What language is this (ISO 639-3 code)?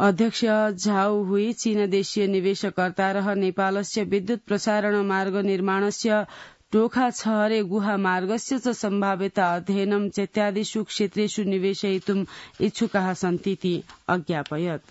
san